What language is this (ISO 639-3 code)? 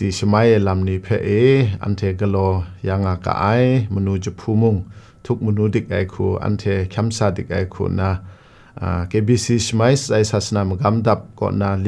kac